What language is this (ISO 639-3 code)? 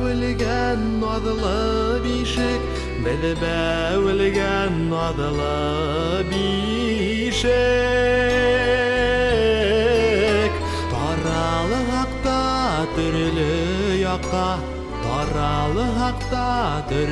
bak